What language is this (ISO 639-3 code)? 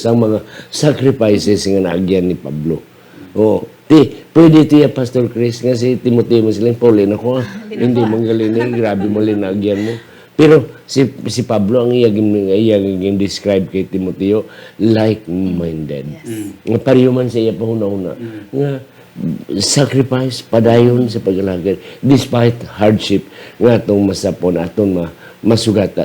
hil